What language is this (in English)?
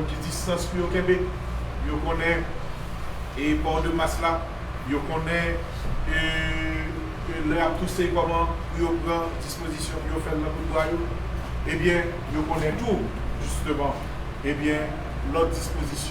Haitian Creole